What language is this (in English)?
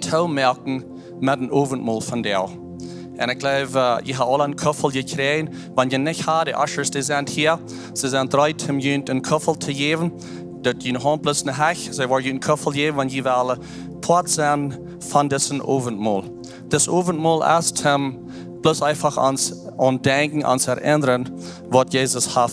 Plautdietsch